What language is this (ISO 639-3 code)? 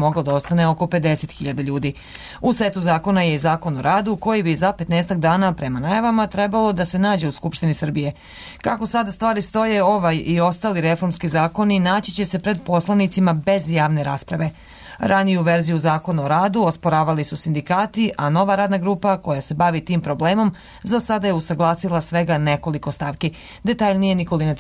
srp